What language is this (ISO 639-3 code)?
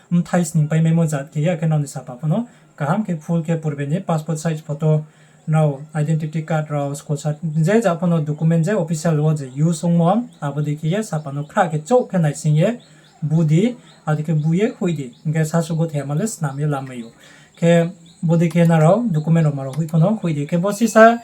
ria